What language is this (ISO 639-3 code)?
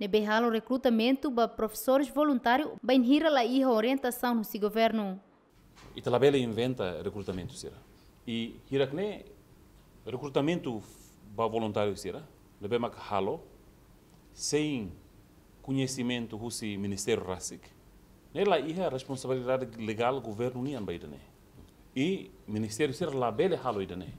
tet